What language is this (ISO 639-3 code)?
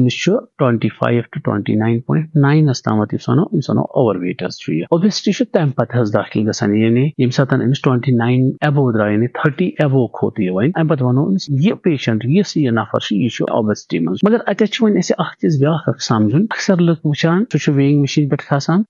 kas